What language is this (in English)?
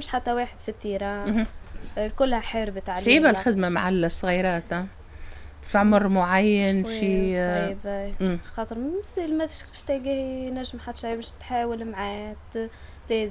Tunisian Arabic